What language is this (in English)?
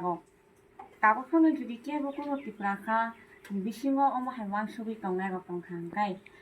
Kok Borok